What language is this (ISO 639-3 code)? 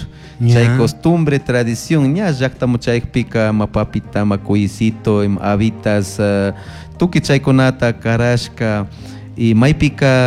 qug